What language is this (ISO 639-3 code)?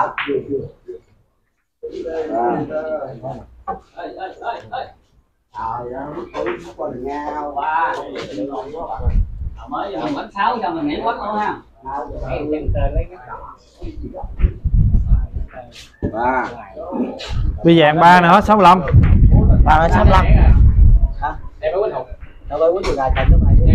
vie